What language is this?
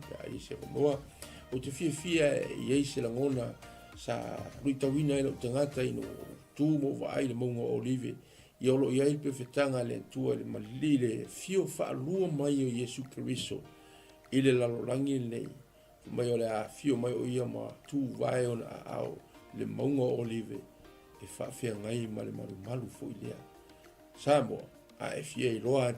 Samoan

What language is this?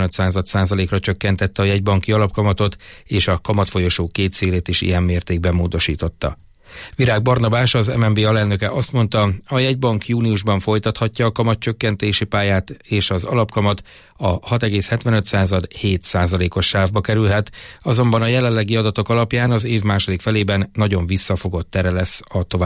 Hungarian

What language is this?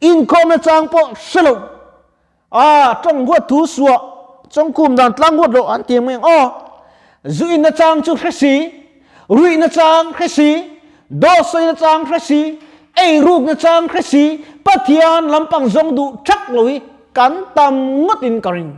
Mizo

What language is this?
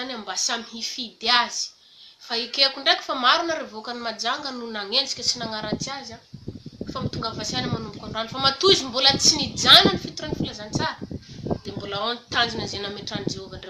Malagasy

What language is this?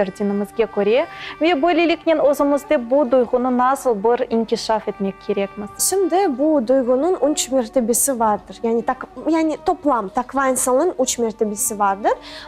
Crimean Tatar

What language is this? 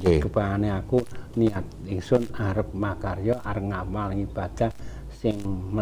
Javanese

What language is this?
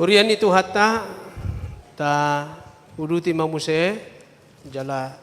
Batak Toba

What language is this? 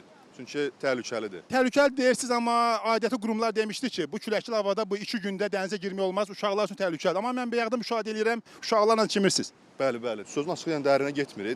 Azerbaijani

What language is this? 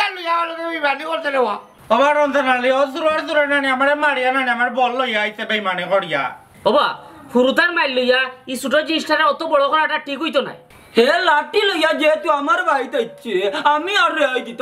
Sylheti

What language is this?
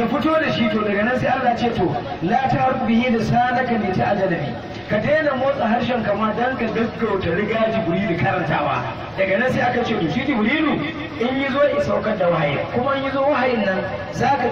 Hausa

